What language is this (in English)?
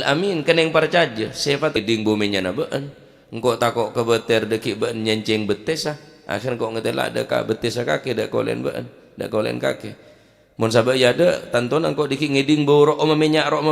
Madurese